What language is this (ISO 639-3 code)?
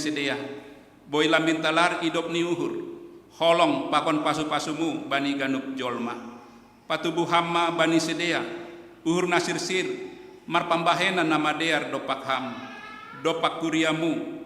bts